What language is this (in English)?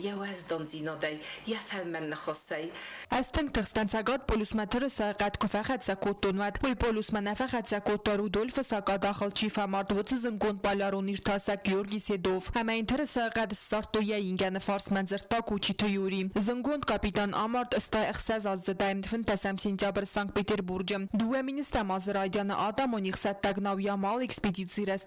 Ossetic